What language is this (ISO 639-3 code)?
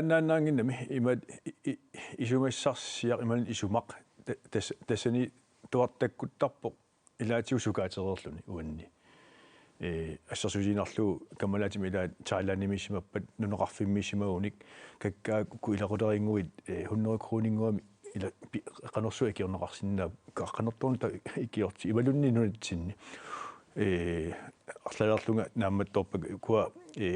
kal